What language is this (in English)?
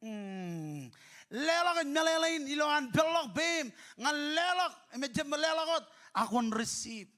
Marshallese